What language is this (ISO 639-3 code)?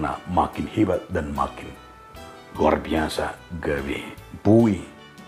bbc